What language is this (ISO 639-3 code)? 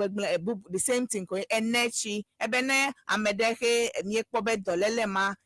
ewe